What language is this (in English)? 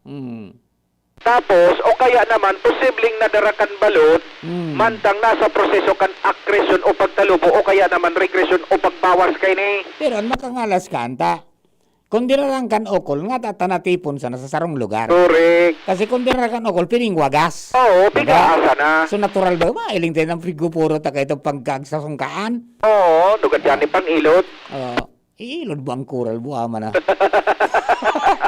Bikol